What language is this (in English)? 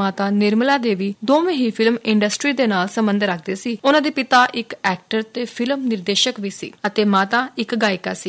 Punjabi